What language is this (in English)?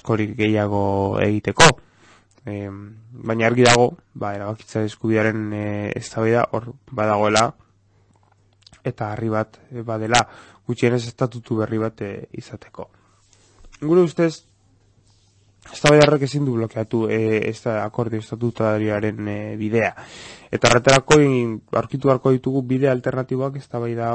Basque